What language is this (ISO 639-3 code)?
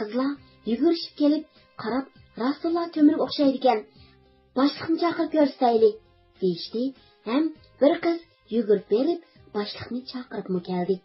uig